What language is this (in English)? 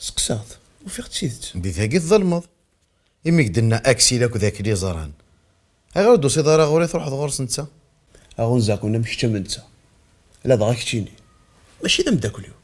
Kabyle